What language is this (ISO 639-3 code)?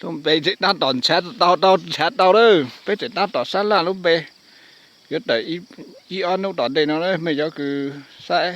hmn